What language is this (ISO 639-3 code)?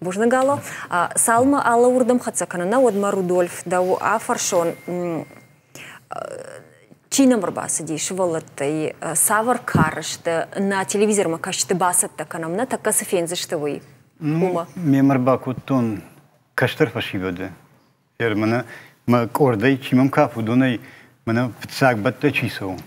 oss